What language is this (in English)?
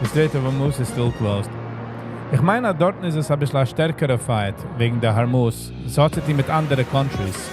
Yiddish